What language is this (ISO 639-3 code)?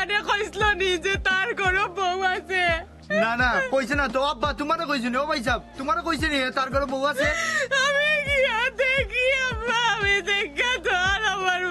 syl